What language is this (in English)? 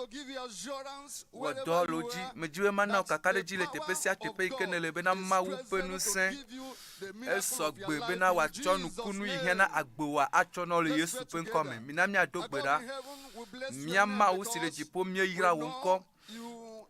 Ewe